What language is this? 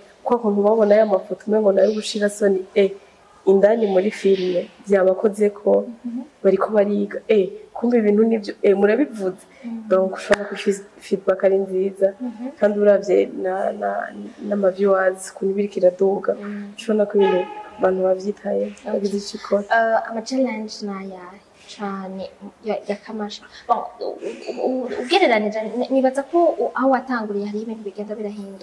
Rundi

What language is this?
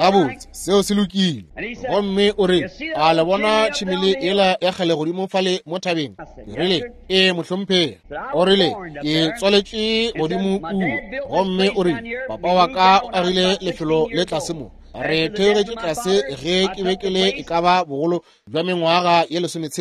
Northern Sotho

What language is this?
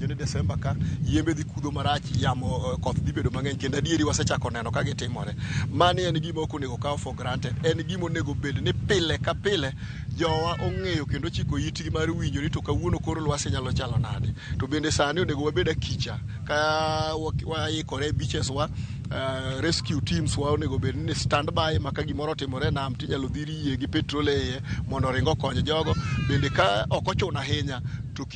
Luo (Kenya and Tanzania)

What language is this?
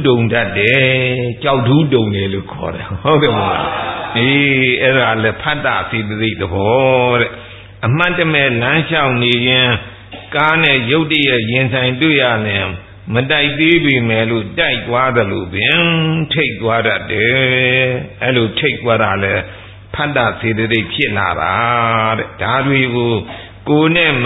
Burmese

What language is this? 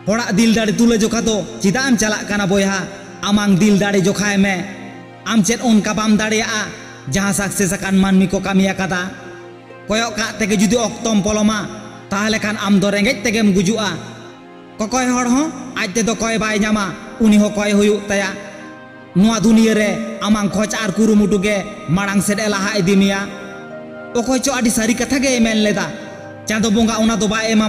Santali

